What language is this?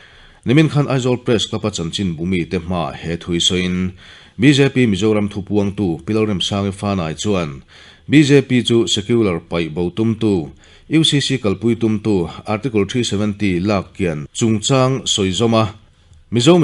Mizo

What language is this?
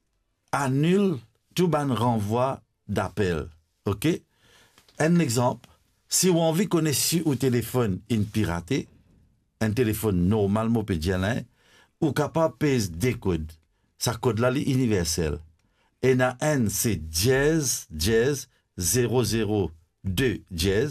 Morisyen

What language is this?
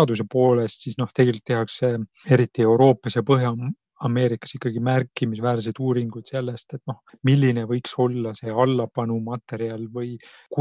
Estonian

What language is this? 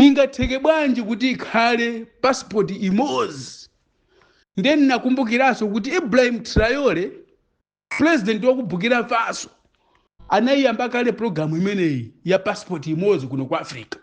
Nyanja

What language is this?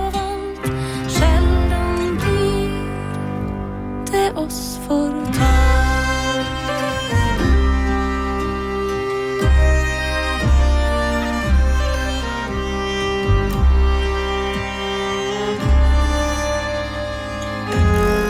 Norwegian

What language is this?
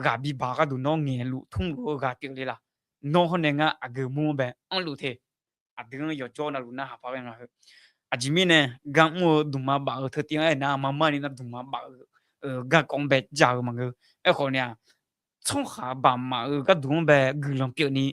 Akha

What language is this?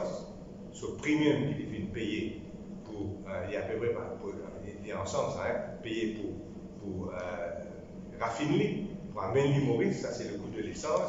Morisyen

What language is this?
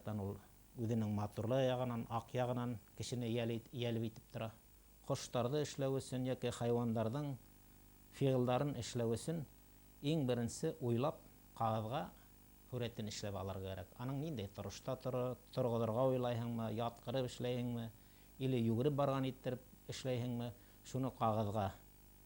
Bashkir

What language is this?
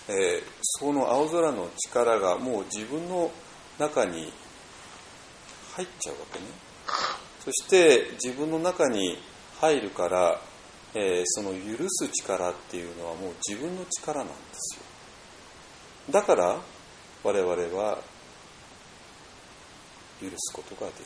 Japanese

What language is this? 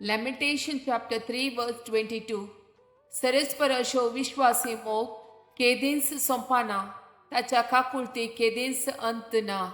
Konkani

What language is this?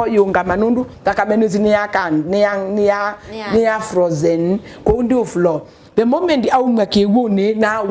Kamba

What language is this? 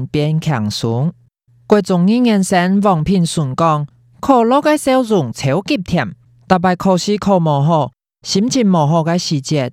Hakka Chinese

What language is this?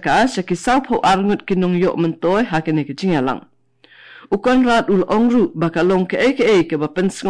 Khasi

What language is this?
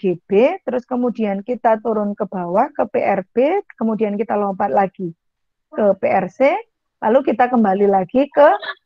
Indonesian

